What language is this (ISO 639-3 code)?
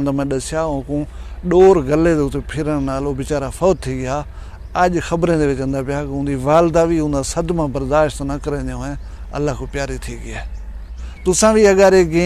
skr